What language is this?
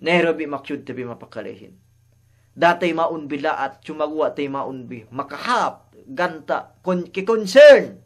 Yakan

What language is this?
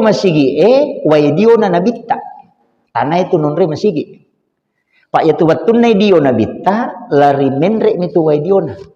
Buginese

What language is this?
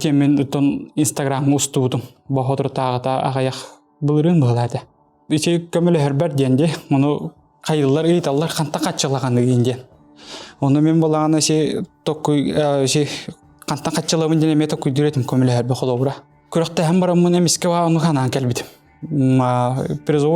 Yakut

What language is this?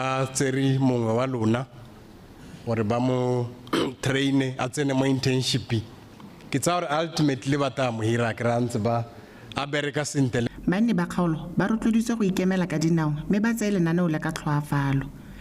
Tswana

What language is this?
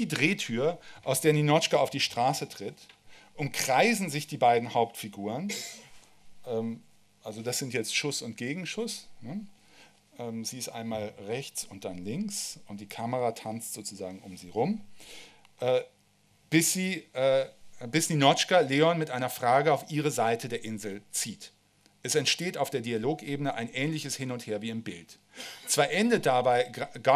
German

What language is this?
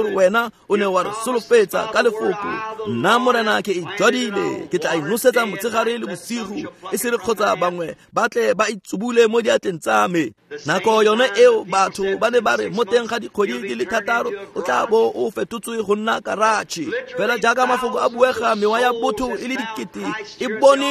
Tswana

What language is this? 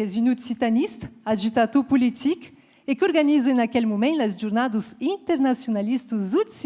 Occitan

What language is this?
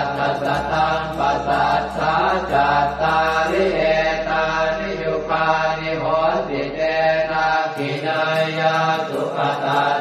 Pali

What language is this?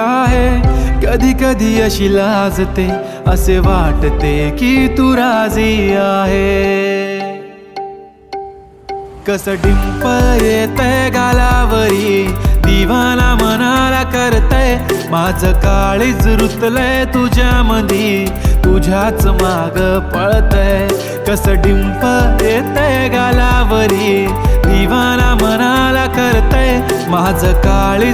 Marathi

